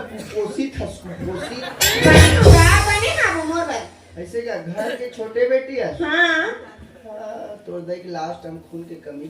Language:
Chhattisgarhi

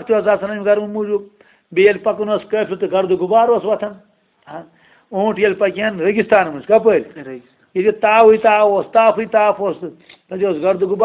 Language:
Kashmiri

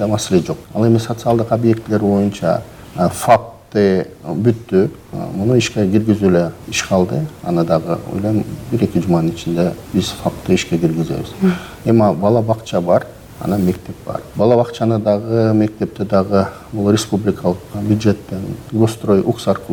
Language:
Kyrgyz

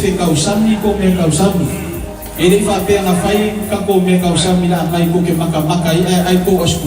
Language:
Samoan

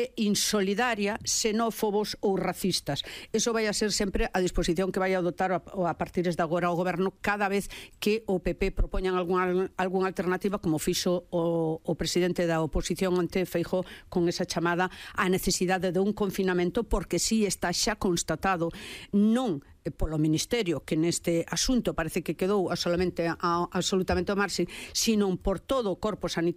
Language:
Galician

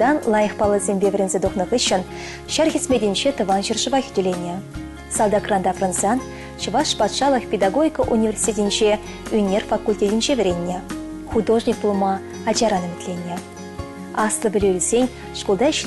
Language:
Chuvash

